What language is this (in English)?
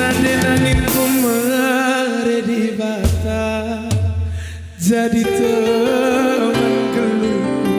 Batak Karo